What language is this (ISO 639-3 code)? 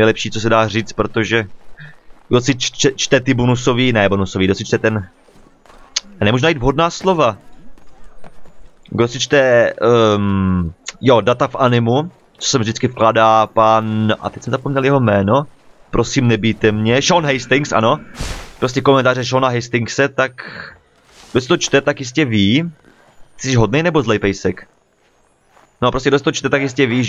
ces